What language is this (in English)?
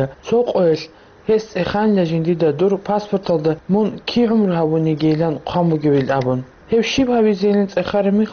Avaric